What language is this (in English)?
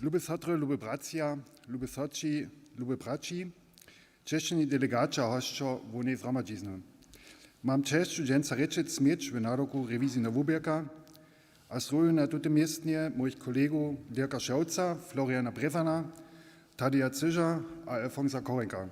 Upper Sorbian